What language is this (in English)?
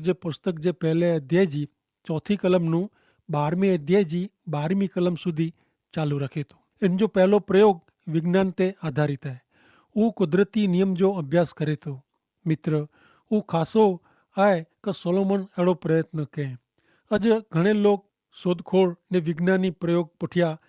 Kachhi